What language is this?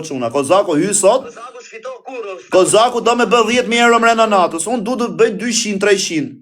Albanian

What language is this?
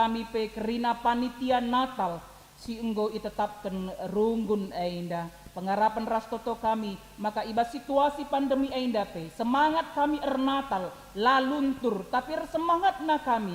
Batak Karo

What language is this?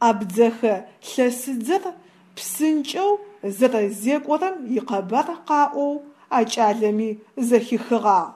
Adyghe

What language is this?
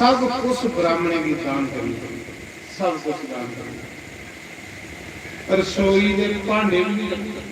Dogri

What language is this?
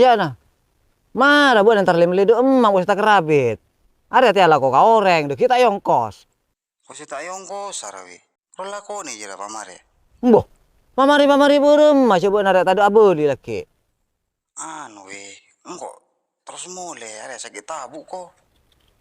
Madurese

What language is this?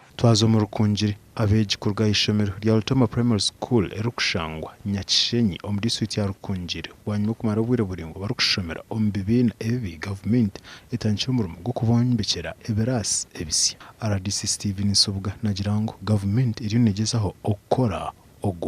Nyankole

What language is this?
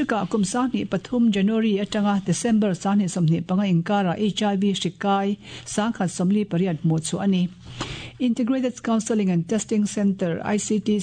Mizo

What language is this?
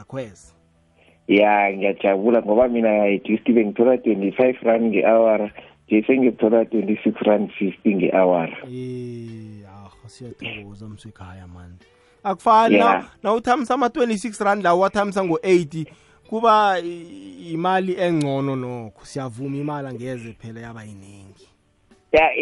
South Ndebele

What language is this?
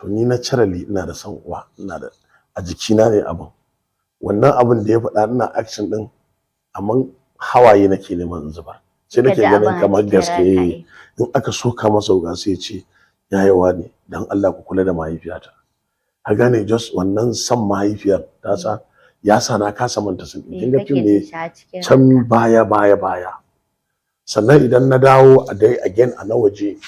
Hausa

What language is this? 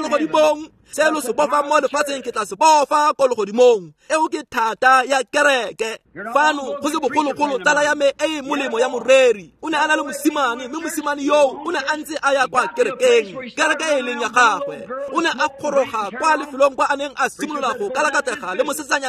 Tswana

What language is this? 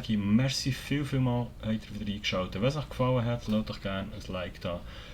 Swiss German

